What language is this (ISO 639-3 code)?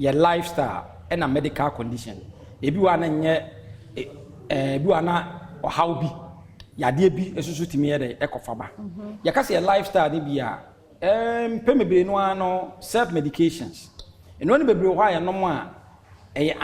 aka